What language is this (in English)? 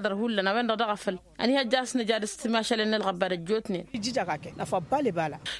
Tamasheq